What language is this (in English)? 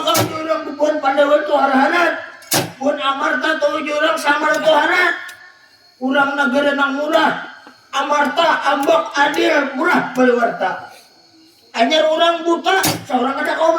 Banjar